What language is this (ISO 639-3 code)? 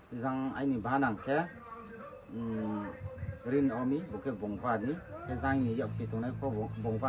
ria